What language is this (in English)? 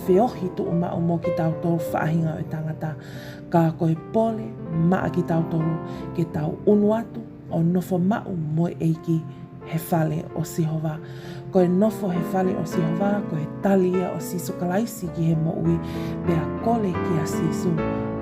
Tongan